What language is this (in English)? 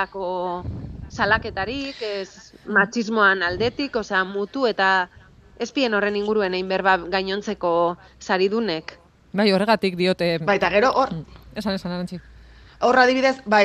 Basque